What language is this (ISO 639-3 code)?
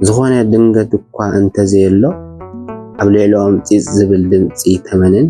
tir